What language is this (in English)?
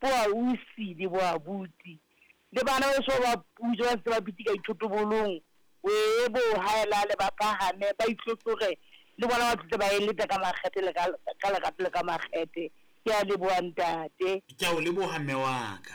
Southern Sotho